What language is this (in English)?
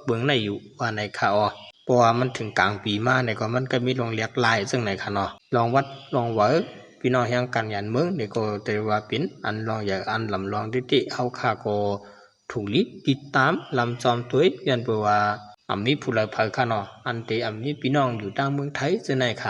Shan